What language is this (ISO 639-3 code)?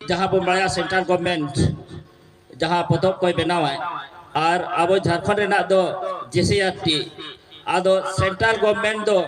sat